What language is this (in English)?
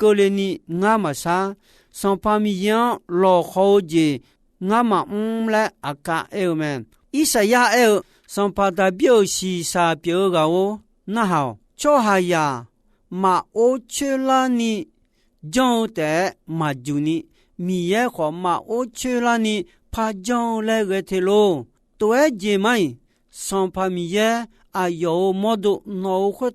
Akha